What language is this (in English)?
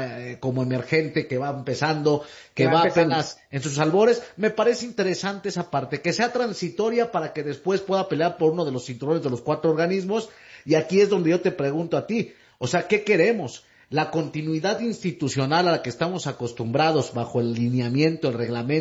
Spanish